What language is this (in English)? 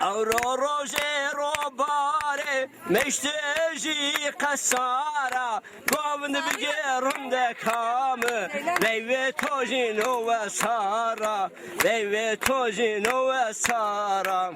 Zaza